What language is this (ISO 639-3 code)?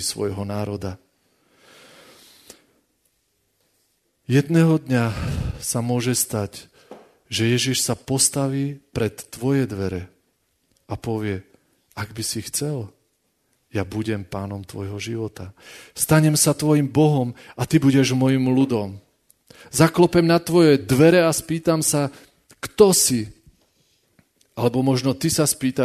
slk